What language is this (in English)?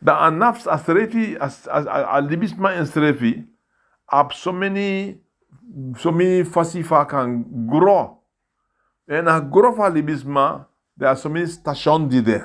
Sranan Tongo